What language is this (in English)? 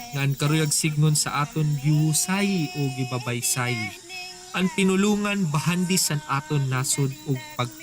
Waray